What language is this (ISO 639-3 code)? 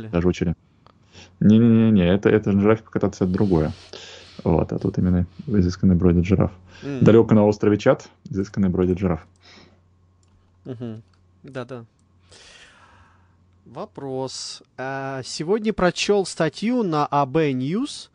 rus